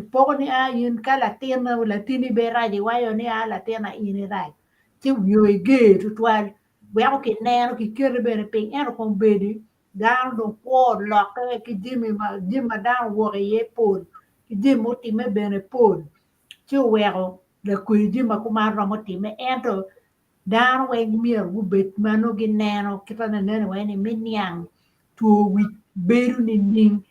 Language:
Acoli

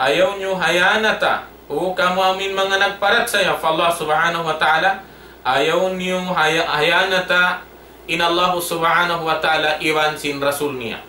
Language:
Tausug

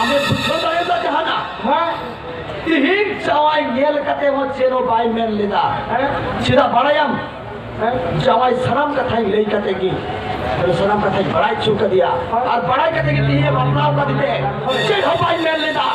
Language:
Santali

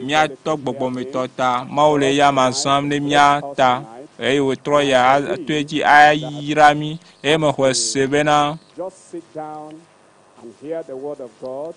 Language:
Ewe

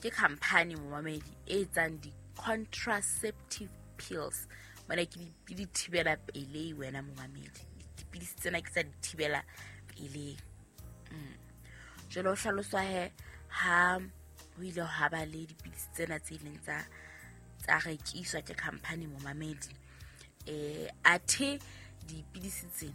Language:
Southern Sotho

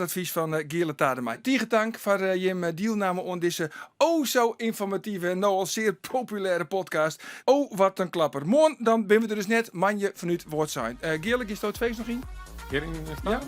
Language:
Western Frisian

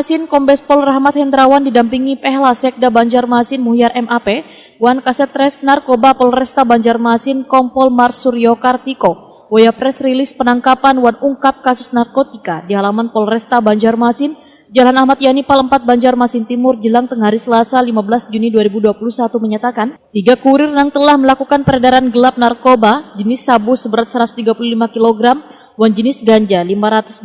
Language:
Banjar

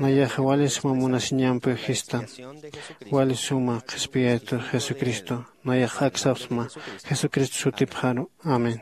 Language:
Aymara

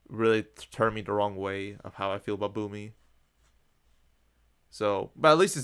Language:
English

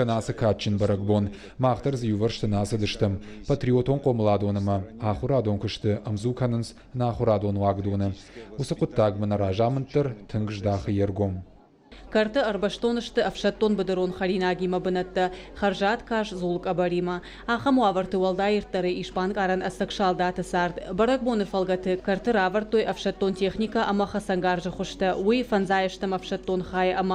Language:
Ossetic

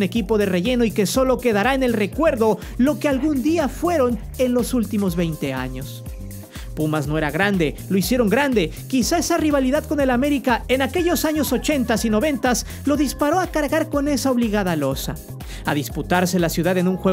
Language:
Spanish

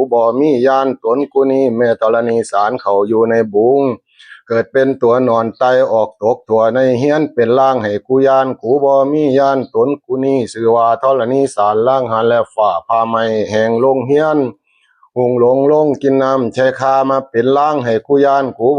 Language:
Lao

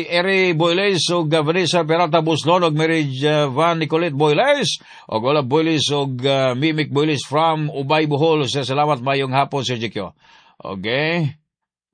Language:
Cebuano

